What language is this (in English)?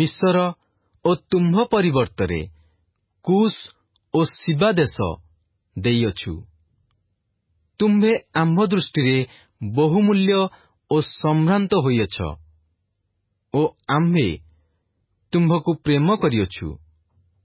Odia